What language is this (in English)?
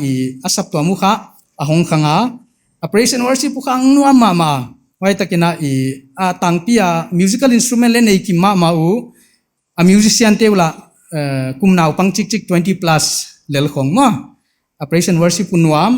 Paite Chin